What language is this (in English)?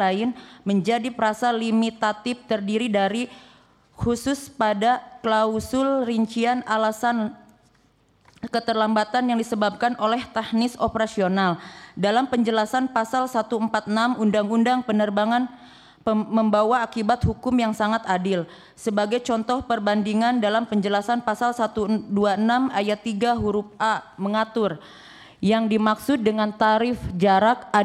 Indonesian